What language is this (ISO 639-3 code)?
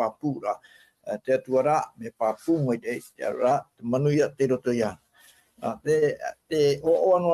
tah